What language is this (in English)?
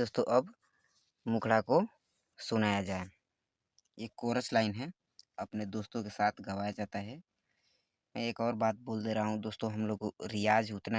Bhojpuri